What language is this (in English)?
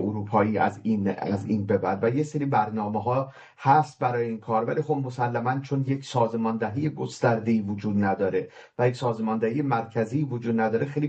Persian